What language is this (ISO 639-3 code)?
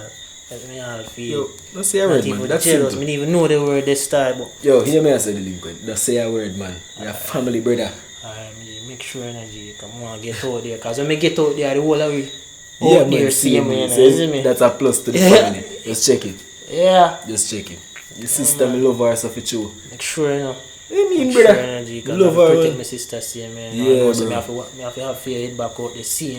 jam